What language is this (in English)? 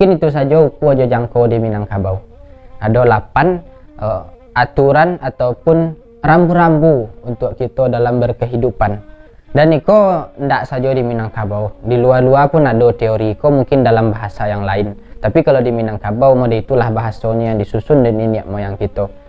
Minangkabau